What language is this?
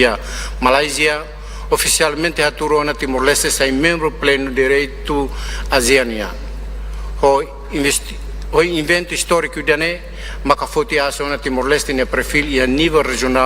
Tetum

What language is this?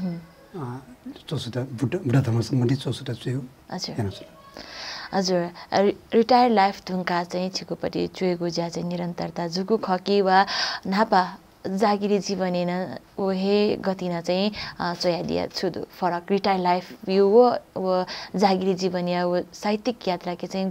Newari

